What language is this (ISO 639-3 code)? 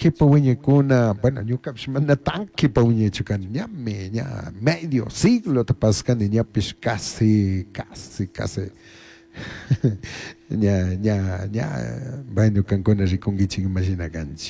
qug